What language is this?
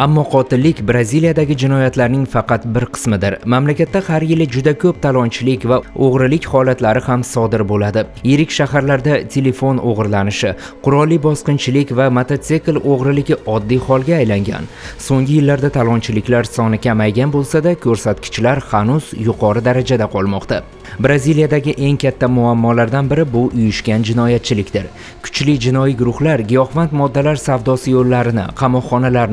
Uzbek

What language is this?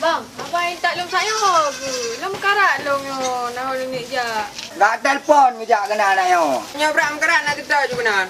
Achinese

